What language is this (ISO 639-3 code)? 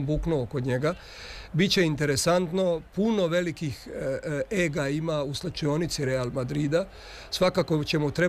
srp